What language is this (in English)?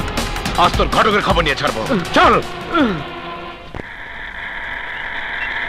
Bangla